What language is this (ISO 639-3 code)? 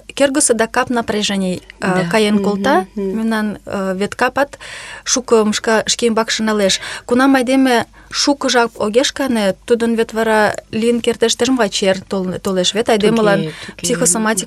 chm